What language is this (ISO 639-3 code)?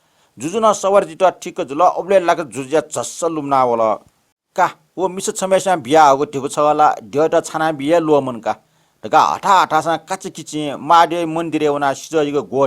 new